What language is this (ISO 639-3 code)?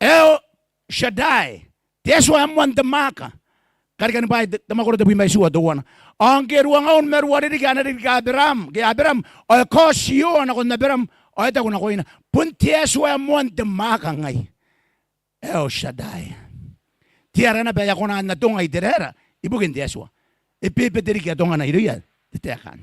gil